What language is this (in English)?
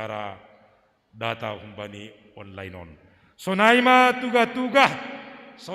Batak Simalungun